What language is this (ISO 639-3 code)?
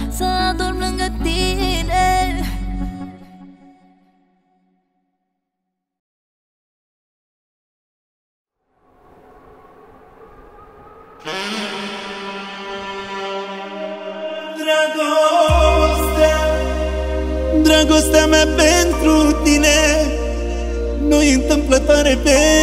ron